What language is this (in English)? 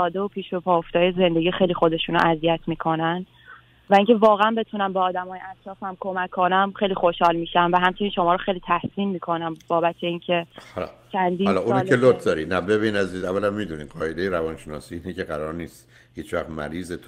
Persian